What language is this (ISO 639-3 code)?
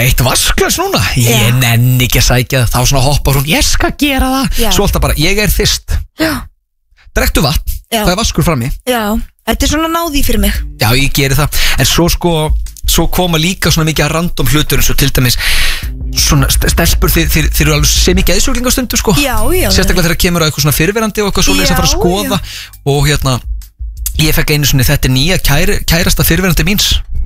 isl